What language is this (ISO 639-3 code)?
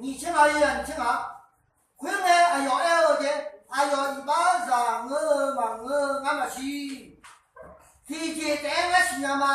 ahk